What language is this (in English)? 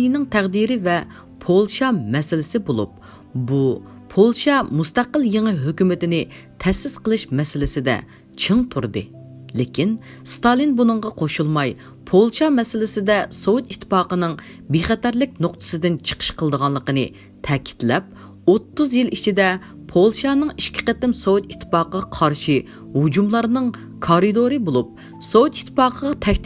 Uyghur